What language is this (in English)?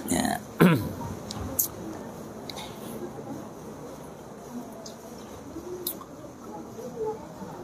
Achinese